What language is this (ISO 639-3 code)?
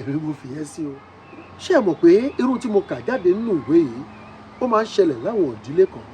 yor